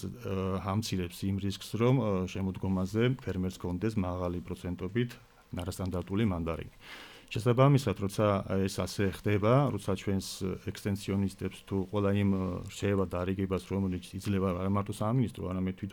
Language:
Georgian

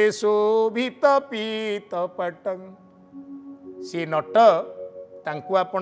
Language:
Odia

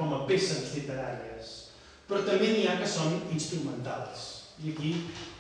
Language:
Catalan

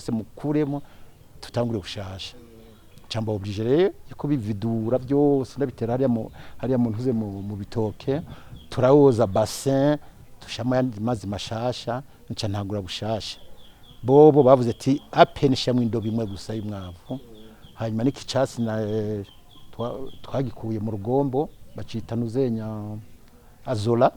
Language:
Rundi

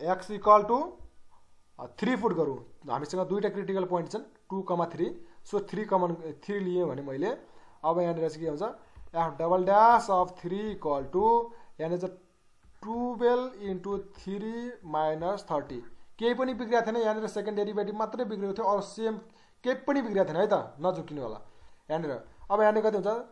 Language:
Nepali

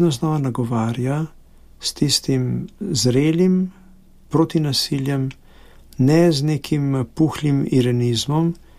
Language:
Slovenian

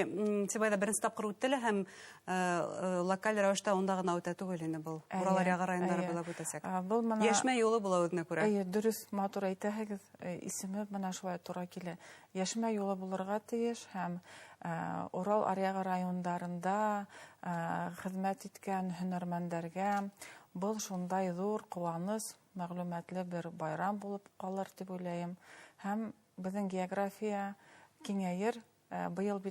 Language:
Bashkir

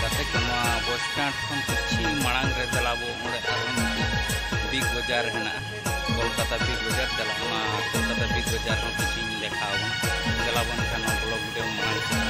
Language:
Santali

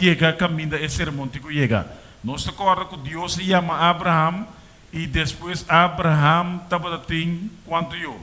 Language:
Papiamento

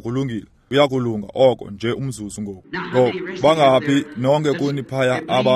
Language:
Xhosa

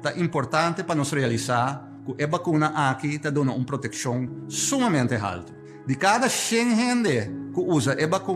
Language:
Papiamento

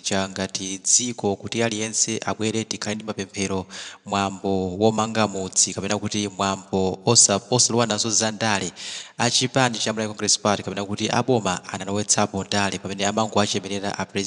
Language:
Nyanja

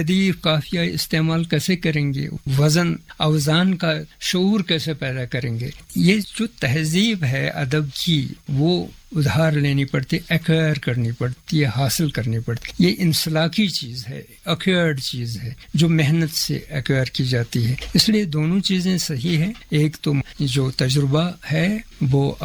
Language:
Urdu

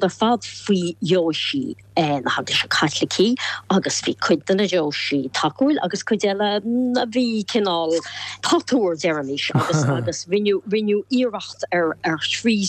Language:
Irish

